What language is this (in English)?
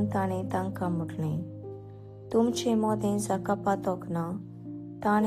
Konkani